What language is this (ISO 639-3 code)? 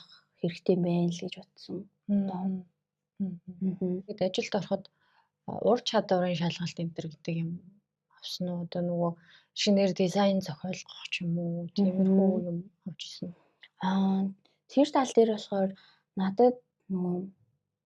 mon